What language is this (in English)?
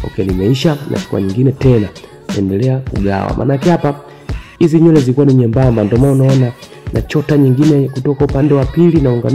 Swahili